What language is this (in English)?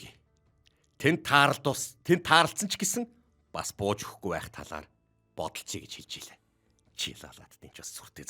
Mongolian